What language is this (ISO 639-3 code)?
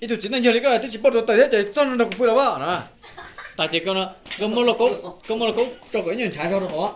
hmn